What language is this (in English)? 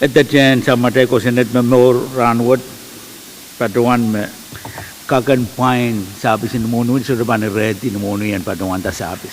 Pohnpeian